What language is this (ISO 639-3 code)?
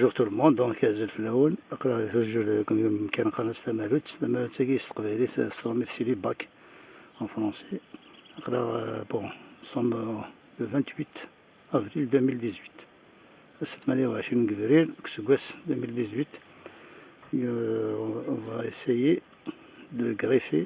kab